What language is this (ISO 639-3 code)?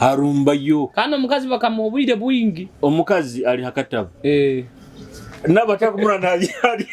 nyo